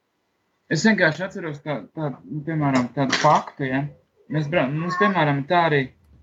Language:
Latvian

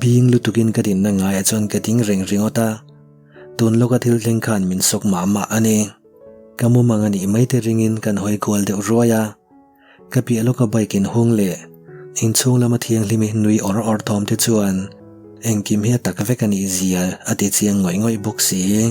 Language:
Mizo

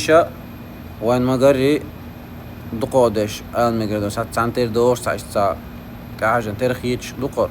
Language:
Chechen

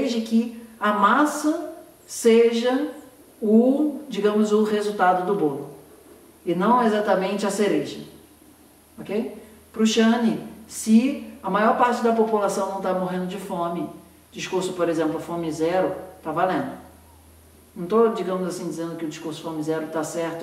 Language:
Portuguese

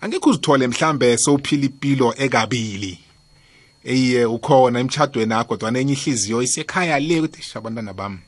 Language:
South Ndebele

